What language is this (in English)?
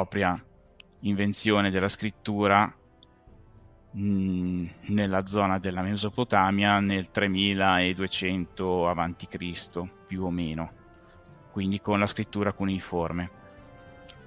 Italian